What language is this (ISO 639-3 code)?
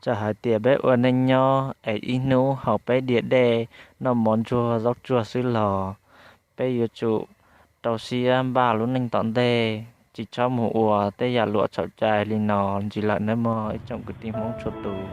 hmn